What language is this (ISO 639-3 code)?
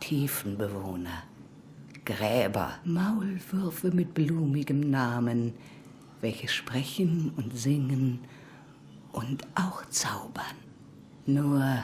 gsw